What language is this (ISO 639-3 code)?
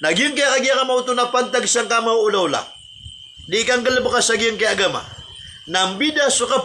mrw